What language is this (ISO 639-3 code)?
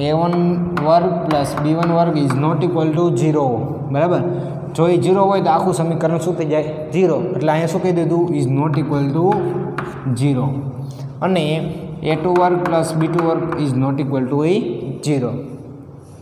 guj